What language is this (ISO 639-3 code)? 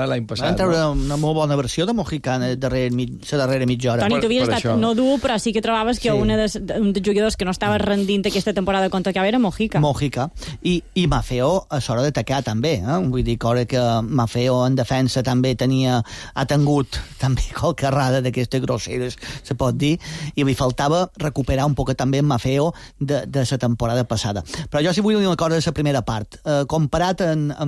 cat